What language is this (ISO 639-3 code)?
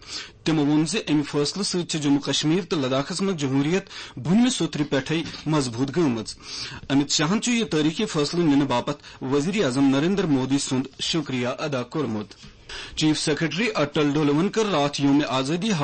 kas